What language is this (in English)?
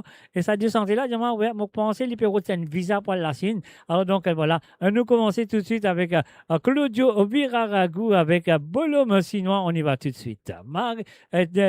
Morisyen